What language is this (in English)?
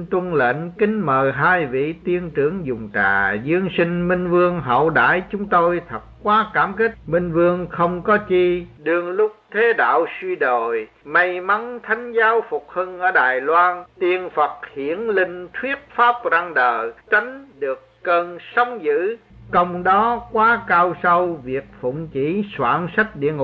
Vietnamese